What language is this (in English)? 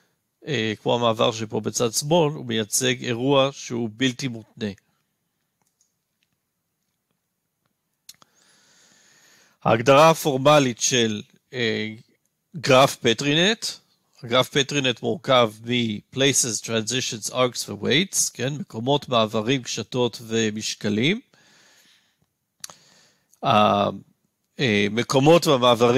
Hebrew